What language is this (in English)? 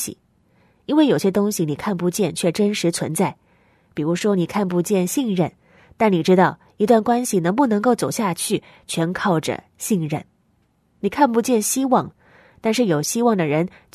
Chinese